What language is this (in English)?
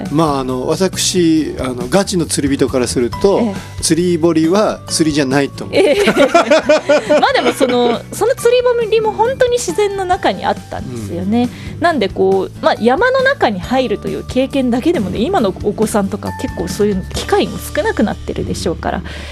Japanese